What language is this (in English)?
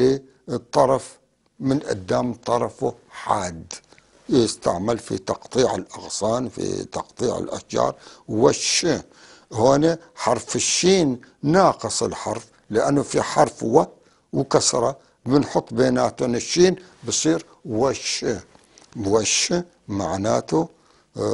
North Levantine Arabic